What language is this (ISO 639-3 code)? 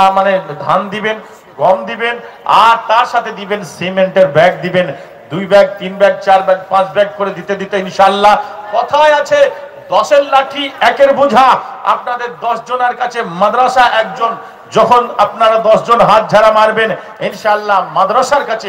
ben